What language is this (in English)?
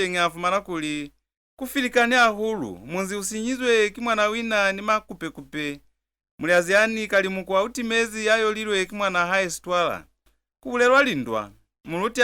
Lozi